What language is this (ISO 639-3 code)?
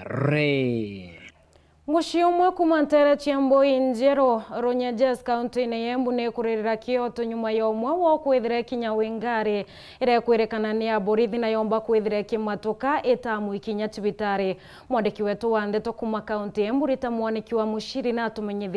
mer